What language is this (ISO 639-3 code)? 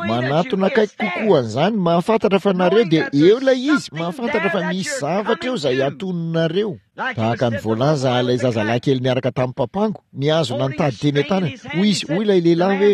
mlg